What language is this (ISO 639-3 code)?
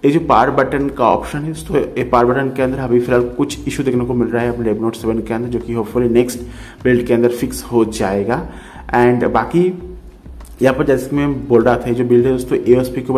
hin